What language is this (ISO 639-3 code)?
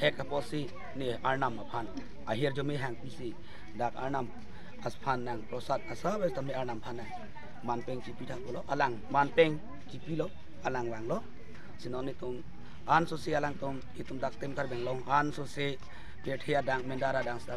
mjw